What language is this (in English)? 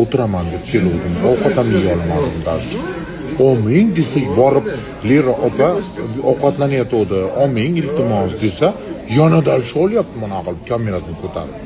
Uzbek